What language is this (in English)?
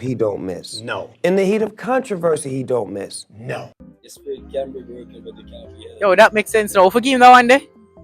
Jamaican Creole English